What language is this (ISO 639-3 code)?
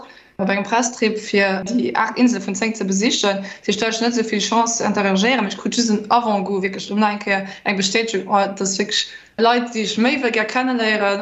ltz